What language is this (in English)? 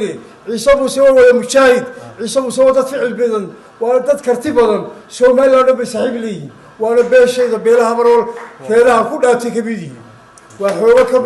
Somali